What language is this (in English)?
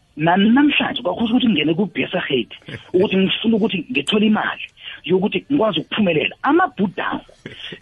South Ndebele